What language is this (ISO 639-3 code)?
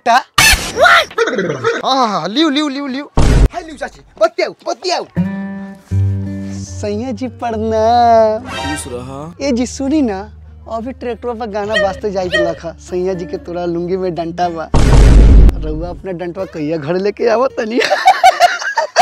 bho